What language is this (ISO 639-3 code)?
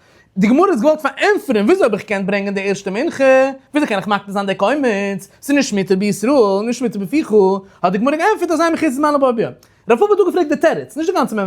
yid